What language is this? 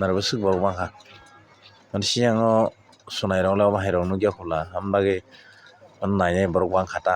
Kok Borok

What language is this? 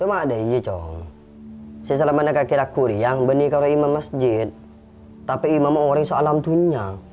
Madurese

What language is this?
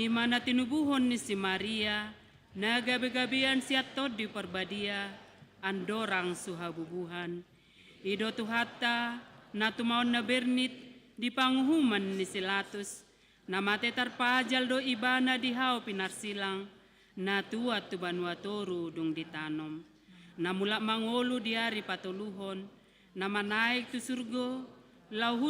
Batak Toba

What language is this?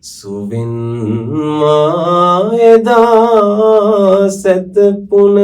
Sinhala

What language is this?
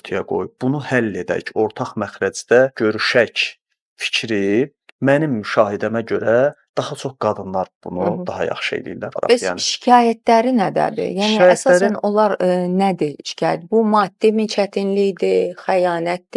Azerbaijani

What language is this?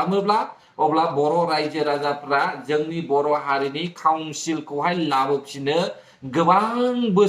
Bodo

